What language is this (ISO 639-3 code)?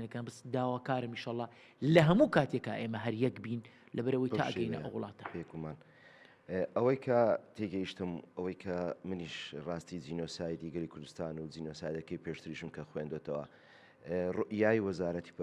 ckb